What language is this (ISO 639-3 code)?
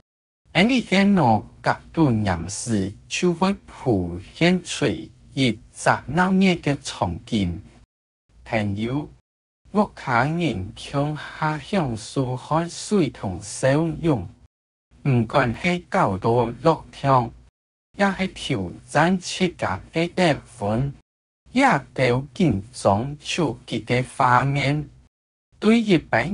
hak